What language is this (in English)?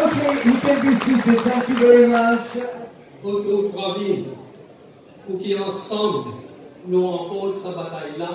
Morisyen